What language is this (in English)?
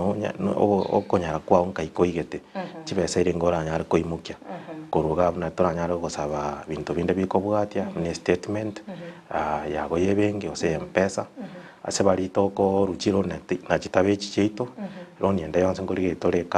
Gusii